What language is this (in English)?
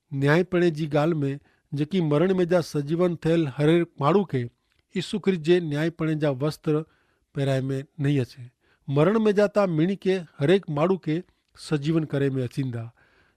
Kachhi